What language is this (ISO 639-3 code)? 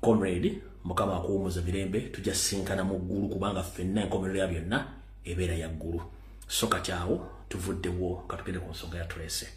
lug